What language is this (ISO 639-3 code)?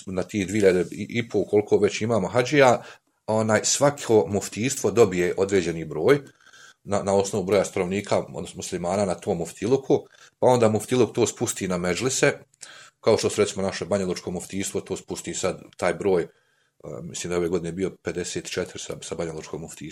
bos